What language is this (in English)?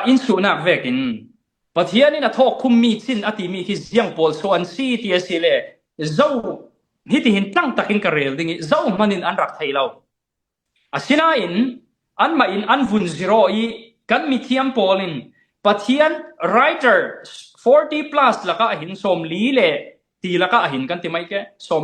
Falam Chin